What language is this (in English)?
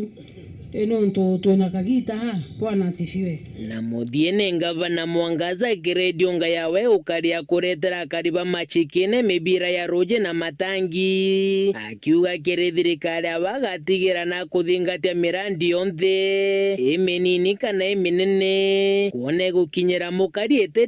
Meru